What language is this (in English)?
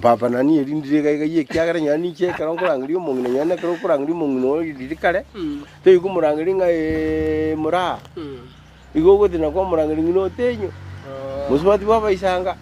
Gusii